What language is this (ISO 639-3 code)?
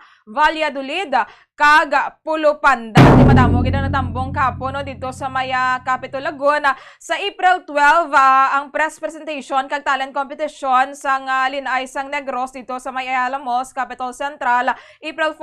hil